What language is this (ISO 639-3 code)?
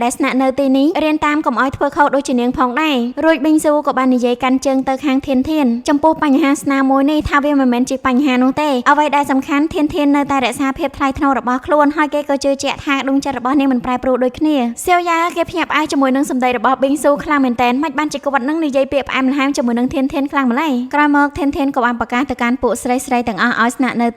khm